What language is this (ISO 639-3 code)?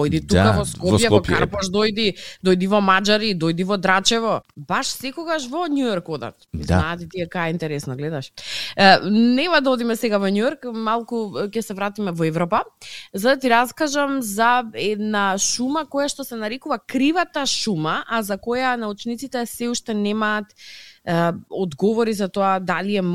mkd